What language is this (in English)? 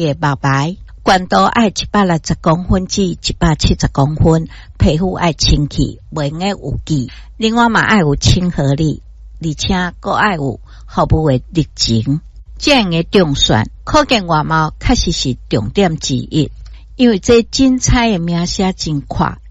Min Nan Chinese